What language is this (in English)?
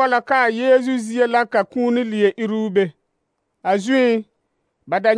Southern Dagaare